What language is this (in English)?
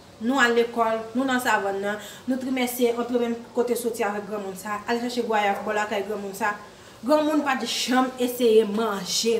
Haitian Creole